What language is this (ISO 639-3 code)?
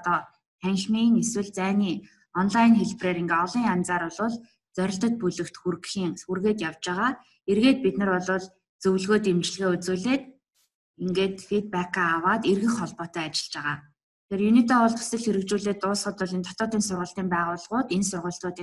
mon